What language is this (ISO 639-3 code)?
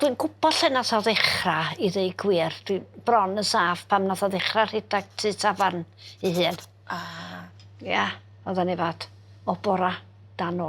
cym